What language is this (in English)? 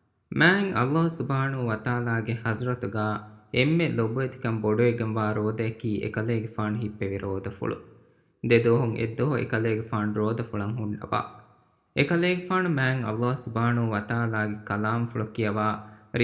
Divehi